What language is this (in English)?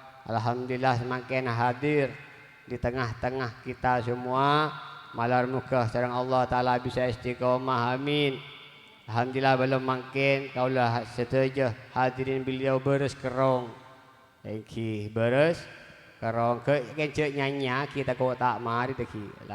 Madurese